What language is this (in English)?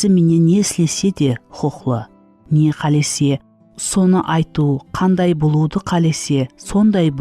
Kara-Kalpak